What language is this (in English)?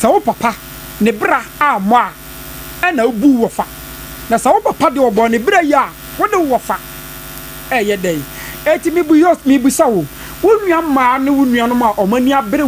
Akan